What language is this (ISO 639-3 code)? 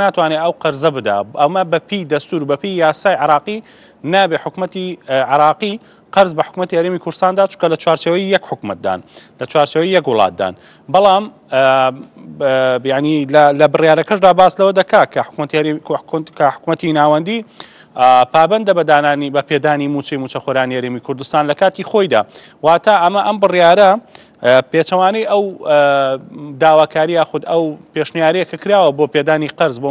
ckb